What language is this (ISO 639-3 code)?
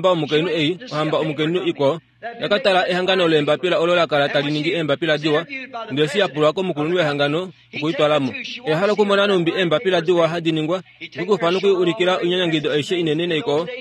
kua